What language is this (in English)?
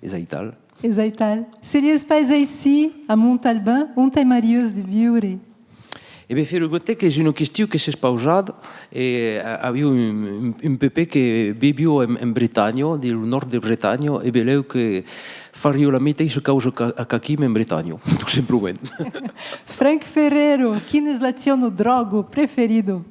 Occitan